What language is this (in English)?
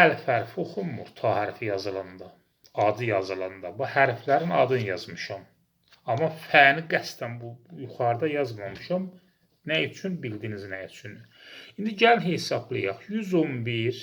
Azerbaijani